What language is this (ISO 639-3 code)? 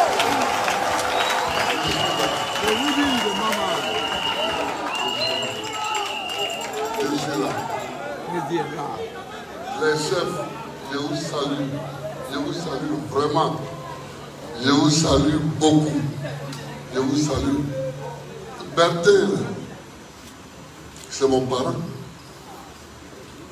fra